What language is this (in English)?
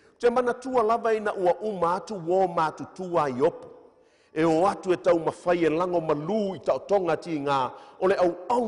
Samoan